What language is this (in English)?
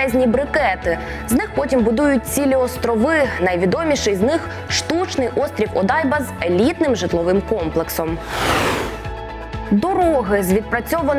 Ukrainian